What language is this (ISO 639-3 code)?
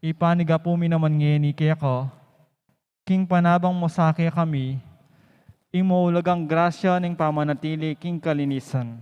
pam